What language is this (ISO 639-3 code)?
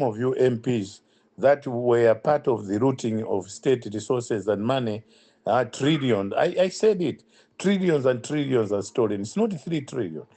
eng